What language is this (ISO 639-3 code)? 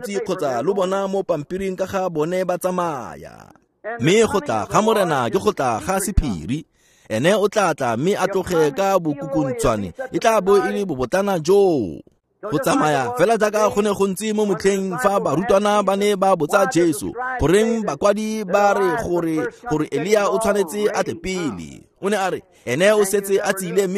tsn